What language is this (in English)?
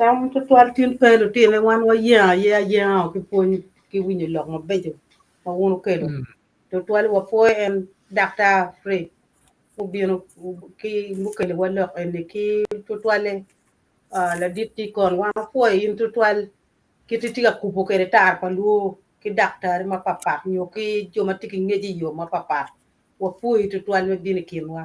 Acoli